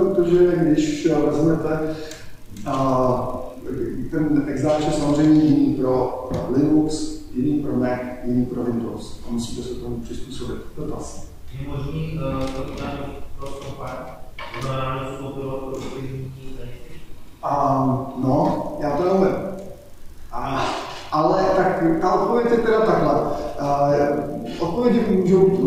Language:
Czech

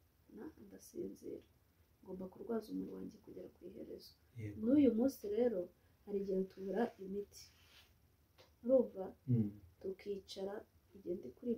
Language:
Kinyarwanda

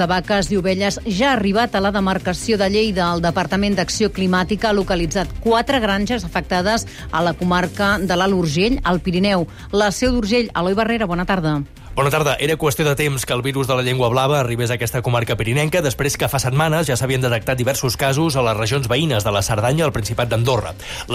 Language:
Catalan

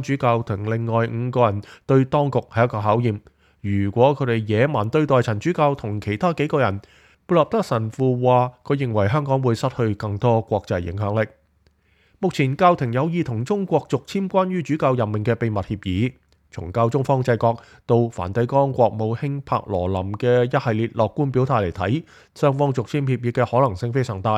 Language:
Cantonese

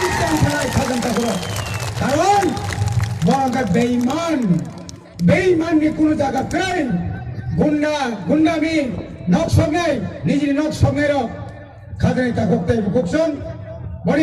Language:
Kok Borok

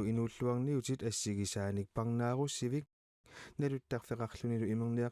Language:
Kalaallisut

